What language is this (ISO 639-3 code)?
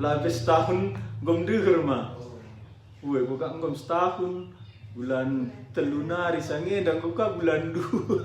btx